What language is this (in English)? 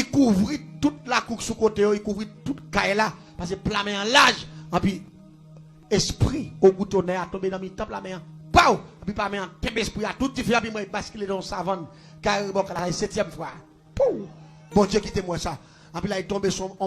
Haitian Creole